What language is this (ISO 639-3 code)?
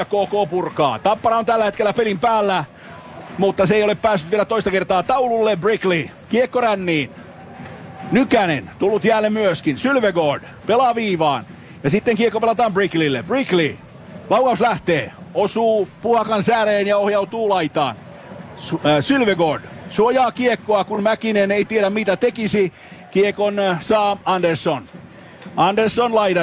fin